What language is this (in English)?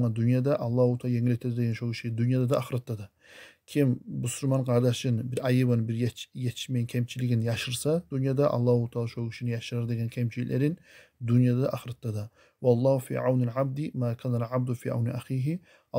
Kumyk